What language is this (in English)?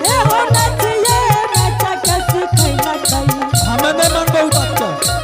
Angika